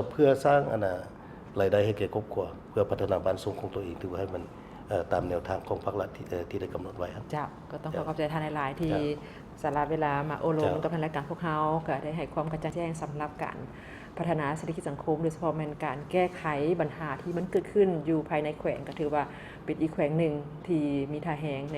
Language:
Lao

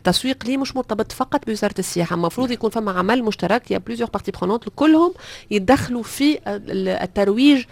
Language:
Tunisian Arabic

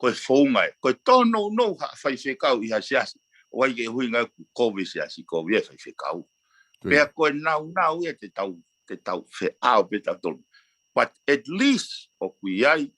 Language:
Tongan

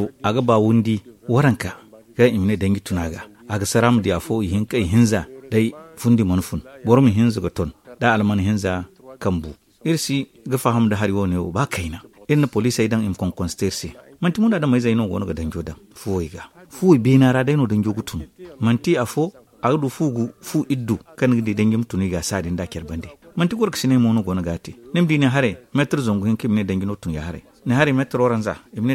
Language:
Zarma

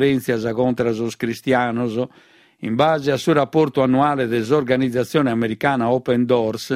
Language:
Sardinian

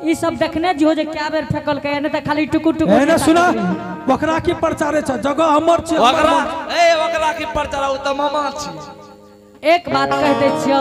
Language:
Angika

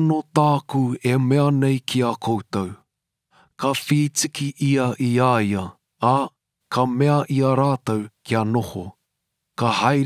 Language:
Māori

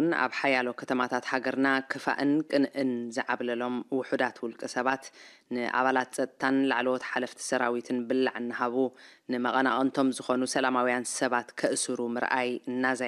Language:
Tigrinya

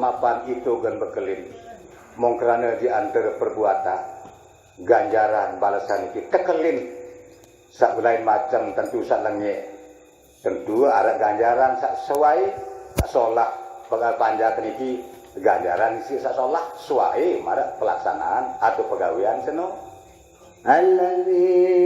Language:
Sasak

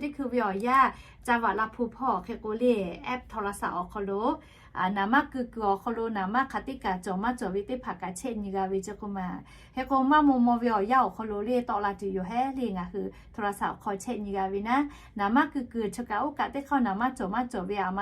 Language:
Lahu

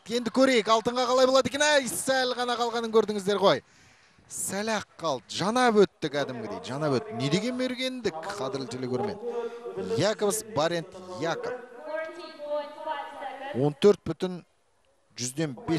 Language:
Kazakh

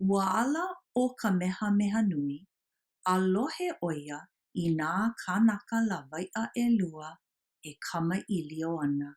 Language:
Hawaiian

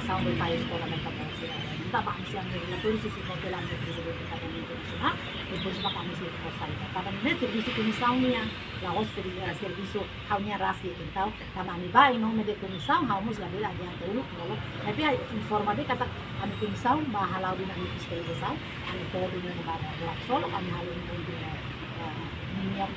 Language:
Tetum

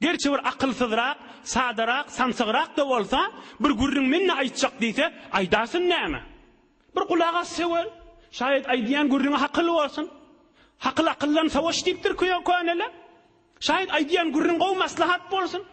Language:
Turkmen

